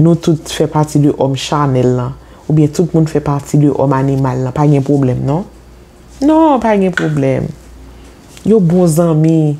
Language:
Haitian Creole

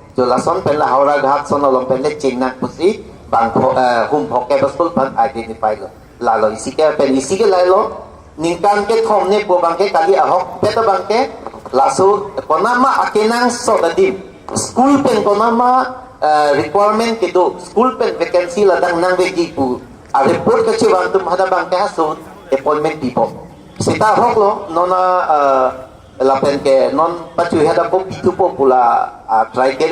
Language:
Karbi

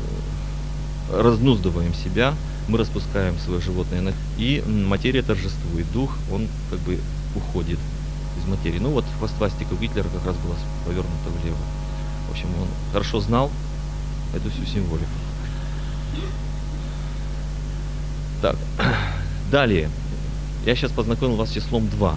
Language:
Russian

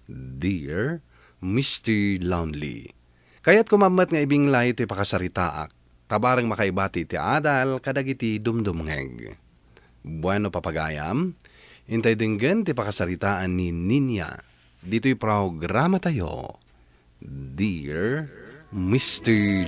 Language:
Iloko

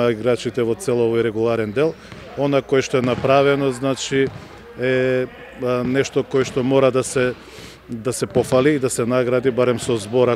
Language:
Macedonian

